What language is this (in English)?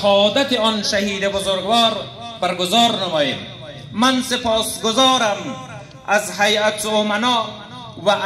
Persian